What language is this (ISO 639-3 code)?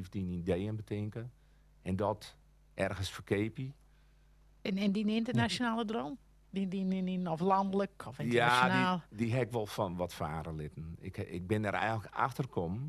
fry